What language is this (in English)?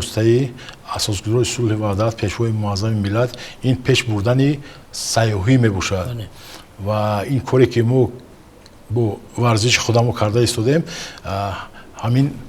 Tajik